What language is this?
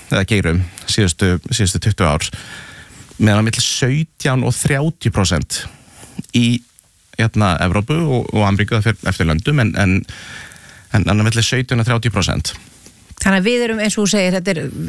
Icelandic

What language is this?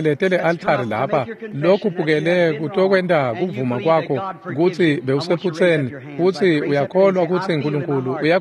Swati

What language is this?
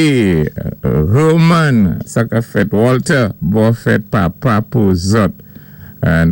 Saint Lucian Creole French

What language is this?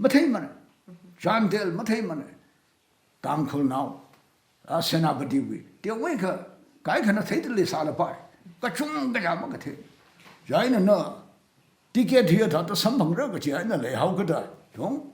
Tangkhul Naga (India)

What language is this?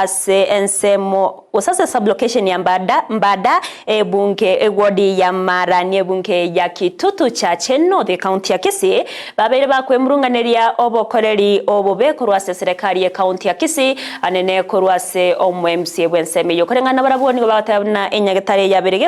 Gusii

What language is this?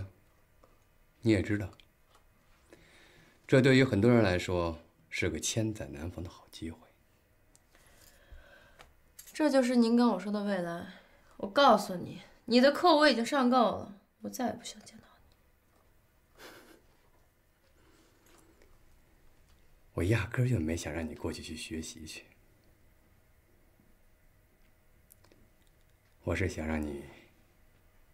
Chinese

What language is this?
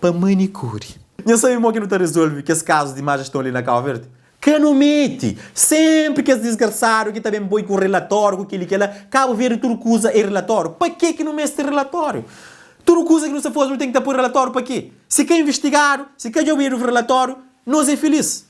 Kabuverdianu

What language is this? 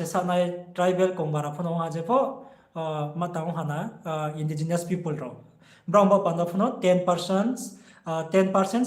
Riang (India)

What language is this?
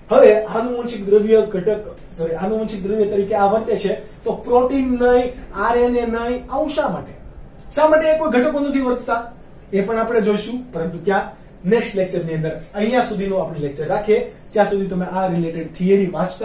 Gujarati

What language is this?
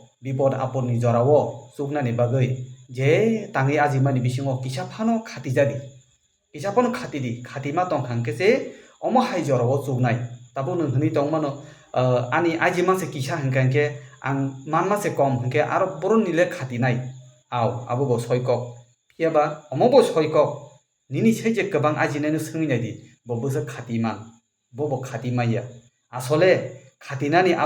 Kok Borok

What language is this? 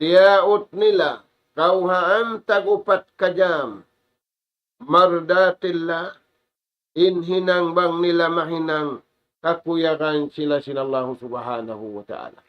Tausug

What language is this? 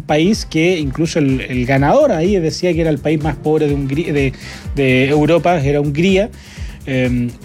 Spanish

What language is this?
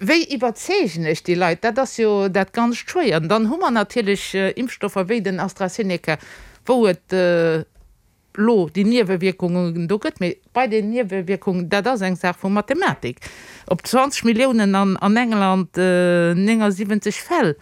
Luxembourgish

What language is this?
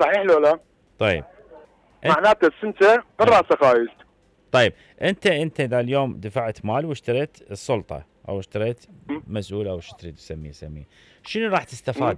Mesopotamian Arabic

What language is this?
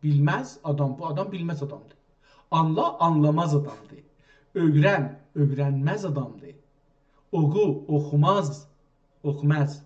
South Azerbaijani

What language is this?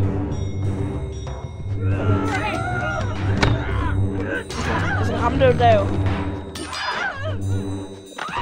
Danish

